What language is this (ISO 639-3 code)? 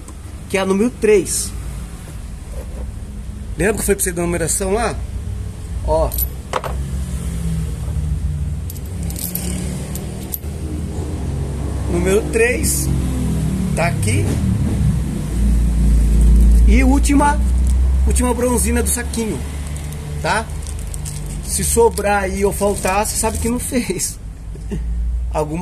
por